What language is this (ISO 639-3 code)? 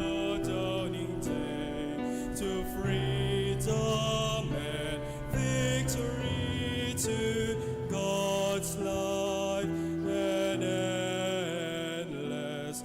pam